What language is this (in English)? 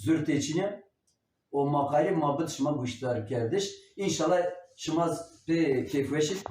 Zaza